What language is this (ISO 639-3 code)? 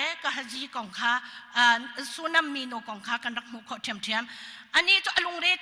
cnh